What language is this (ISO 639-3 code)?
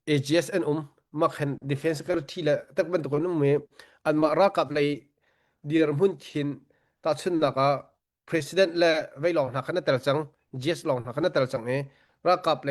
cnh